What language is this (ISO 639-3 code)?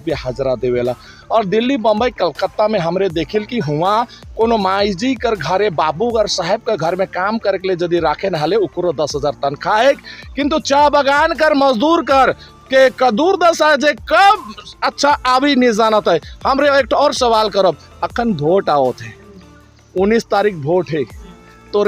sck